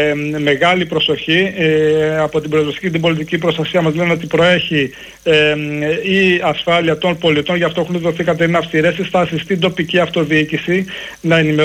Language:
Greek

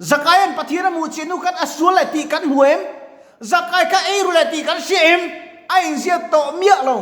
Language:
Mizo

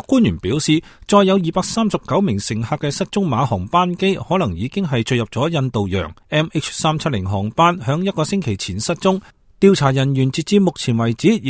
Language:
Cantonese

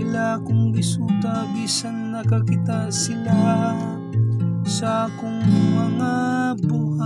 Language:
Cebuano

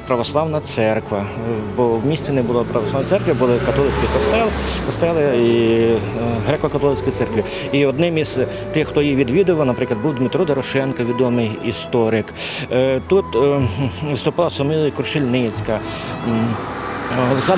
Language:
Ukrainian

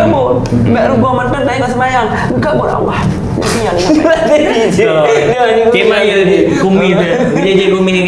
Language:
Achinese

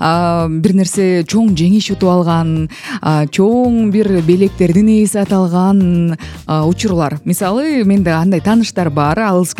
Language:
Kyrgyz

